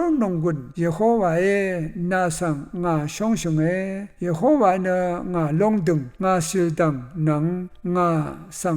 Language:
Rawang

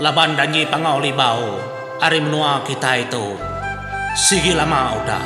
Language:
Iban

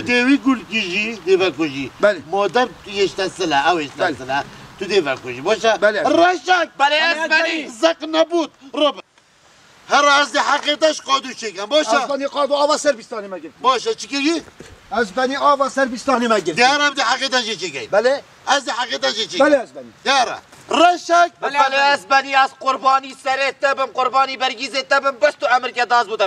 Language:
Kurdish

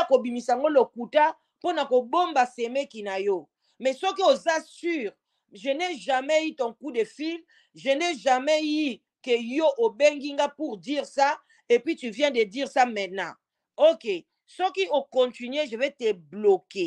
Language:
Lingala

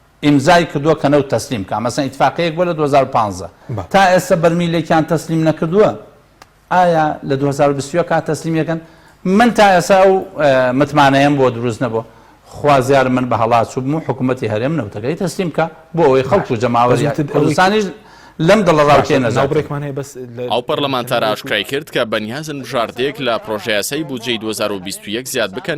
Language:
Central Kurdish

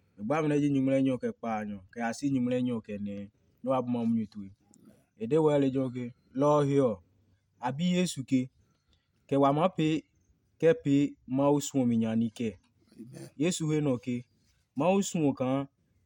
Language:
Adangme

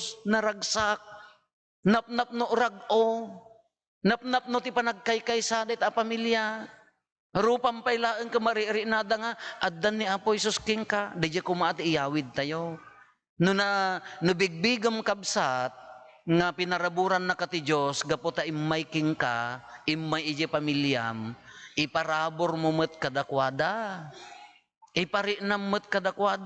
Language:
Iloko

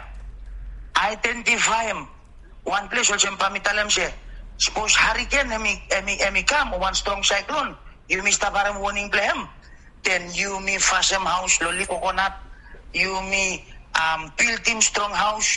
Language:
Bislama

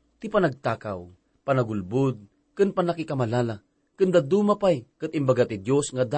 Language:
Iloko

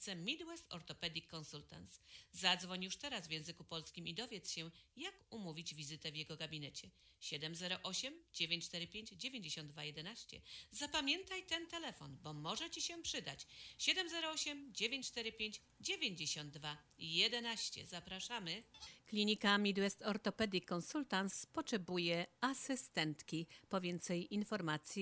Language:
Polish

